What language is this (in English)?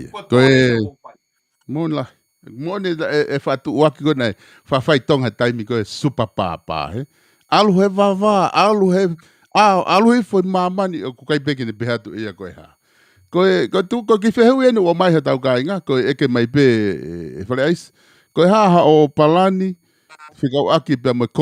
Tongan